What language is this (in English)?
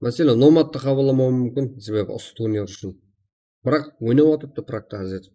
Kara-Kalpak